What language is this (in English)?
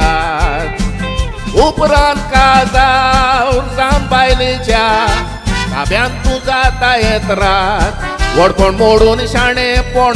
Konkani